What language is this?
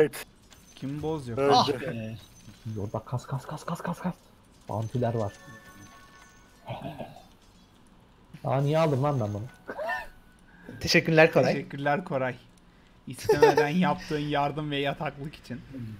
Turkish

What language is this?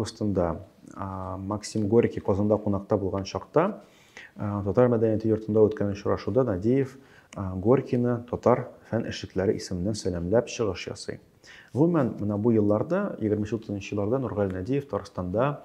Tatar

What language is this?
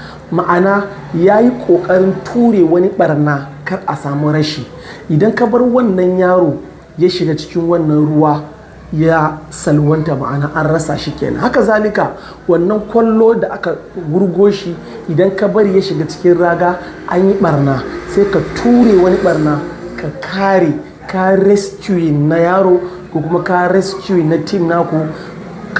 Hausa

